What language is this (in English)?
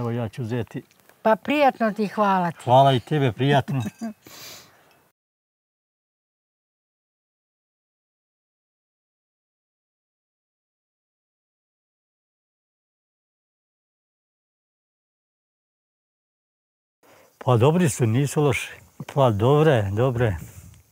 Serbian